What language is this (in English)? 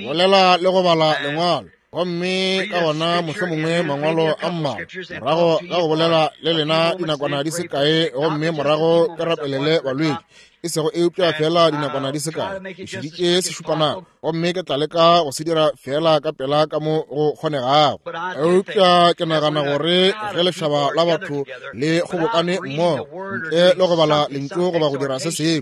Northern Sotho